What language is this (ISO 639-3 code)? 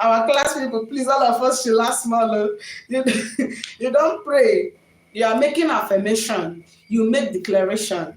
ibo